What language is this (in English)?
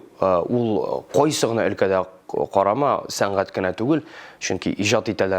Tatar